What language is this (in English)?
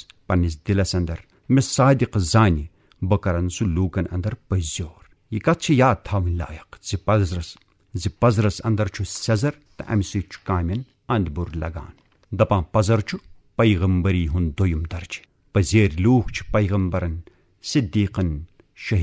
Kashmiri